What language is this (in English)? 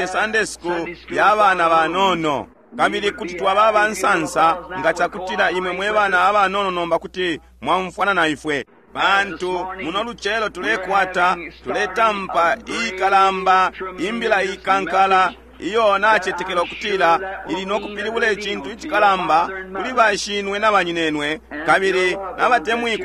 Bemba